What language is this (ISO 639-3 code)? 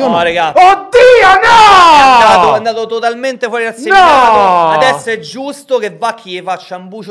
ita